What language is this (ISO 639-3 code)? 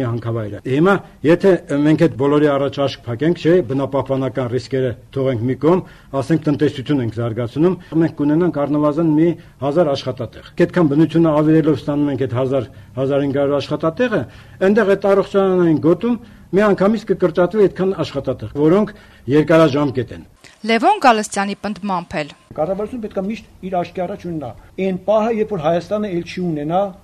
hye